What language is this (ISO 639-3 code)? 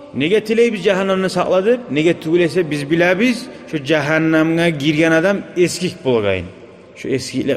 kum